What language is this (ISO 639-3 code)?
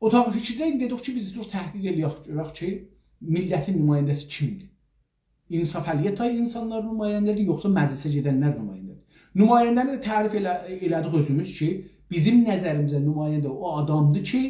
azb